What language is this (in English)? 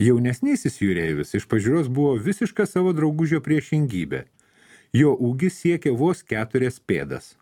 Lithuanian